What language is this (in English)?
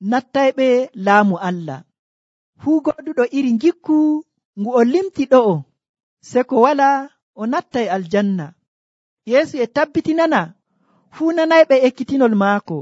Nigerian Fulfulde